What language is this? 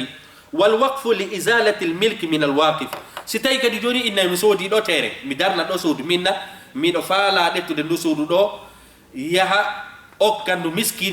Fula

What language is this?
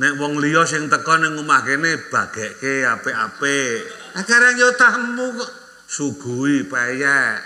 Javanese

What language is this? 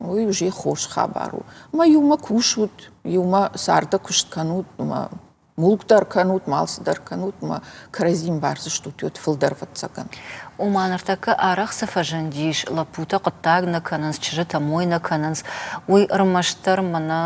Ossetic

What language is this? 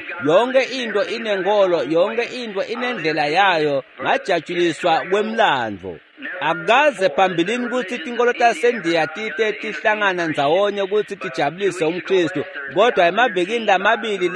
Swati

